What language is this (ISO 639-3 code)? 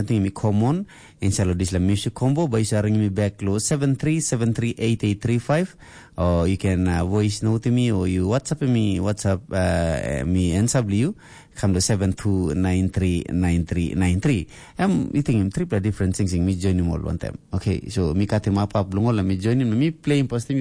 tpi